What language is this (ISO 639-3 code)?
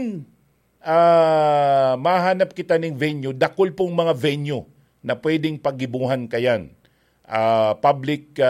bik